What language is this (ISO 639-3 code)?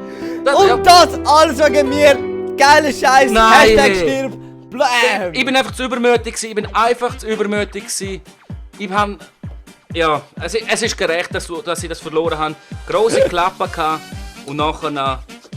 gsw